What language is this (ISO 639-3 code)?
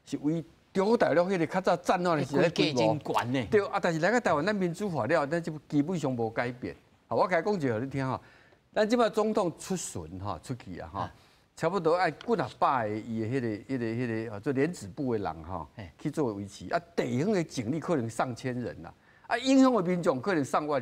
nan